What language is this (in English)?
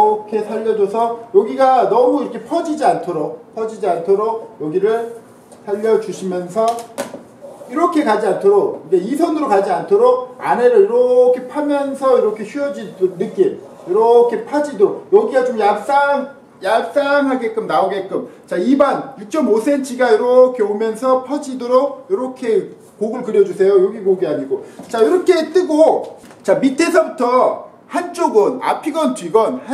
Korean